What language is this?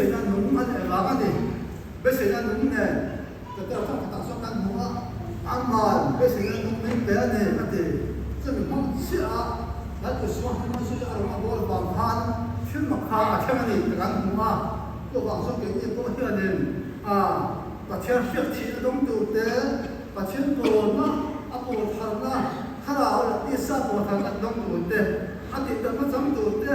Mizo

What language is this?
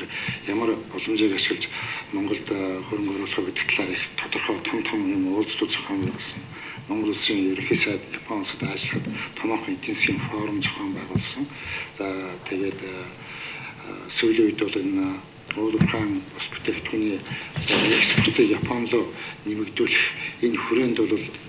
Mongolian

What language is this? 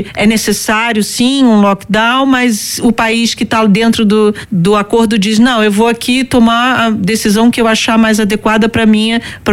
Portuguese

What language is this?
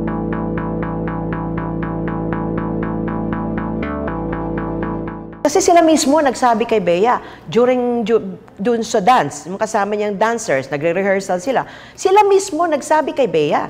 Filipino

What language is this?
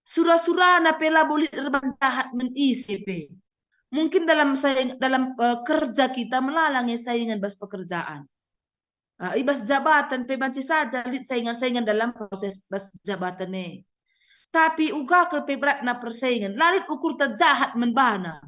Batak Karo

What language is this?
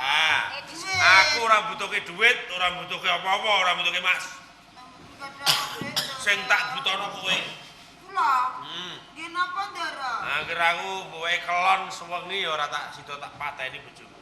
Javanese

